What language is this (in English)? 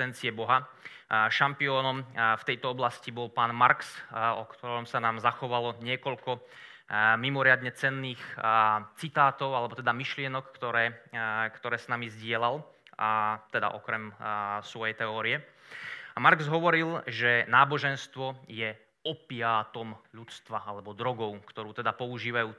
Slovak